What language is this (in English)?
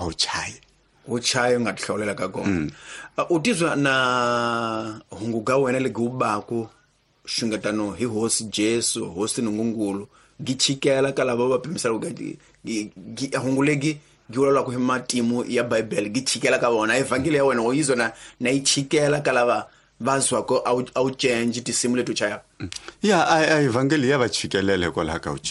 Tsonga